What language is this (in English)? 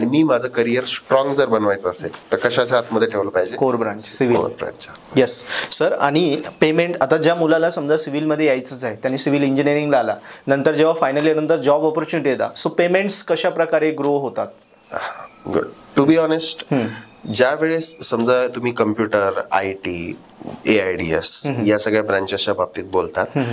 Marathi